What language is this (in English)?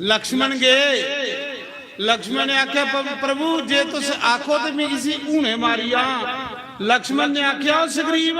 Dogri